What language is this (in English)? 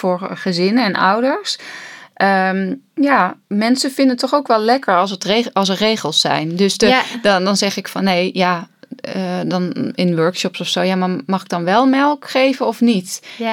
Dutch